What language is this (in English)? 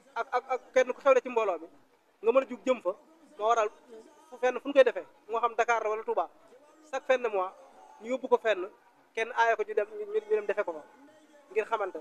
Wolof